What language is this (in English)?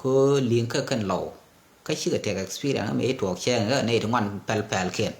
Nuer